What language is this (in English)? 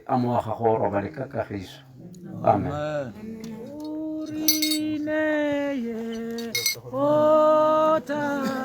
Tswana